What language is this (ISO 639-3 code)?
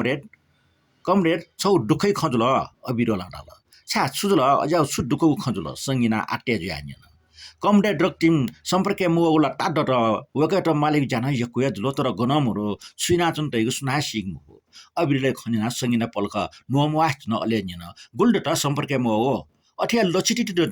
new